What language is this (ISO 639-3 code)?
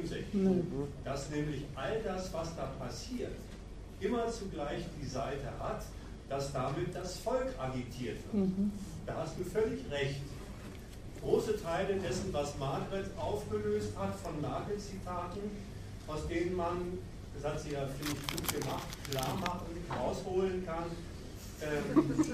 deu